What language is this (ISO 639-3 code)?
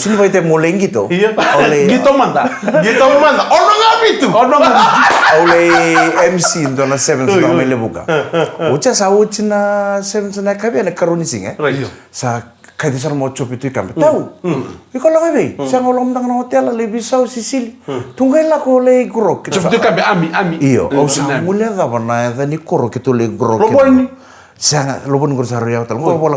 fij